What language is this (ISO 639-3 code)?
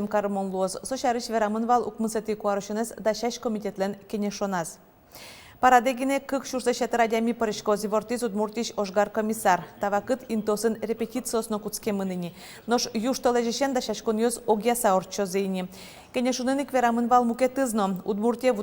udm